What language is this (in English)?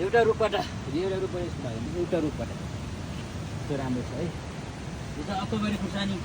Nepali